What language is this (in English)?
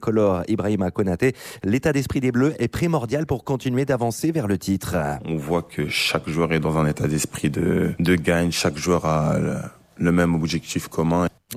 French